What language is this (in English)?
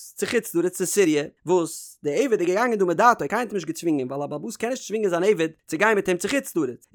Yiddish